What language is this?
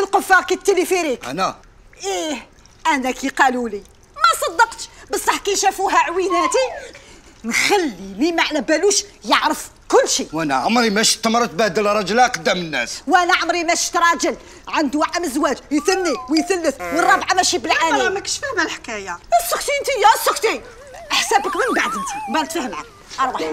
Algerian Arabic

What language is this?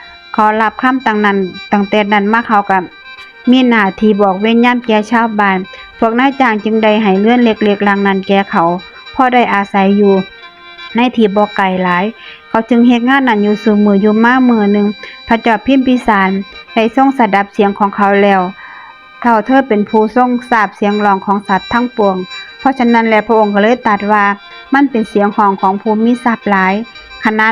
Northeastern Thai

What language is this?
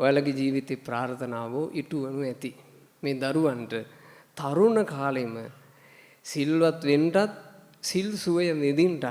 Sinhala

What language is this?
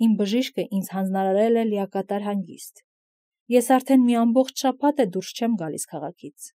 Armenian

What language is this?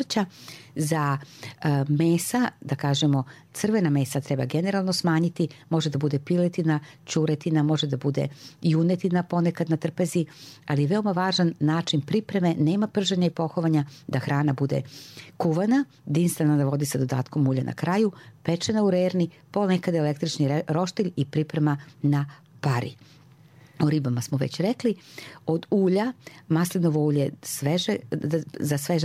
Serbian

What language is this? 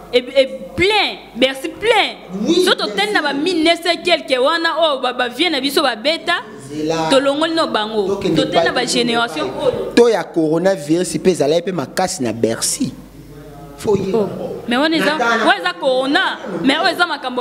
Lingala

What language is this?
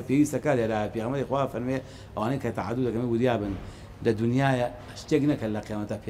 Central Kurdish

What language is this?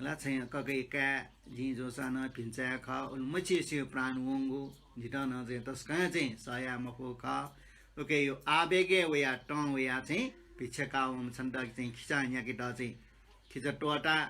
Newari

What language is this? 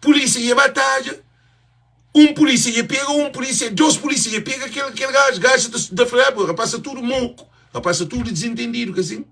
Kabuverdianu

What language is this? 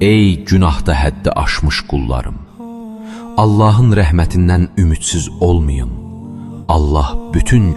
Azerbaijani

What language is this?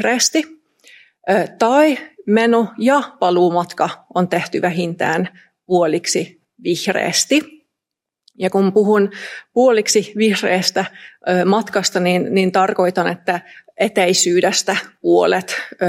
Finnish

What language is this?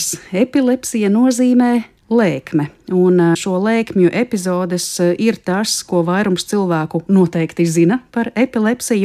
Latvian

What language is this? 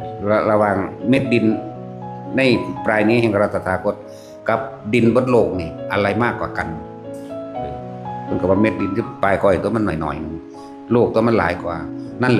Northeastern Thai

